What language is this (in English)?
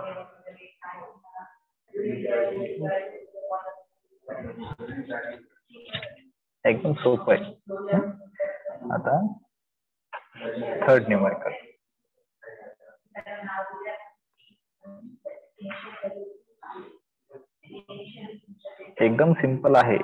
Marathi